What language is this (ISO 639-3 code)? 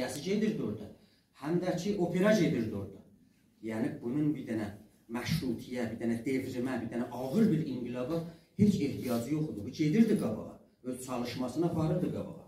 azb